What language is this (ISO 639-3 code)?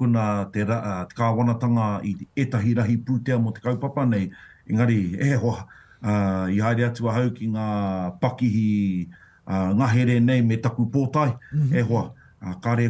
mri